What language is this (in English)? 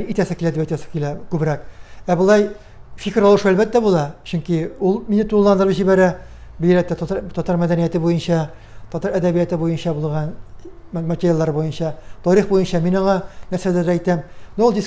Tatar